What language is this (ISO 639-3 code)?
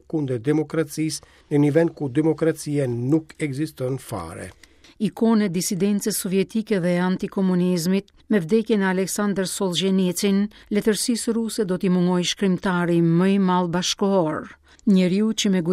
sqi